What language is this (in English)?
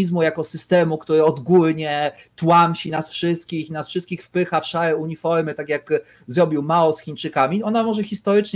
Polish